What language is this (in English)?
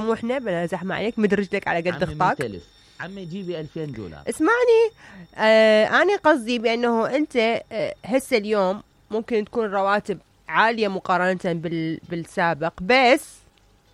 Mesopotamian Arabic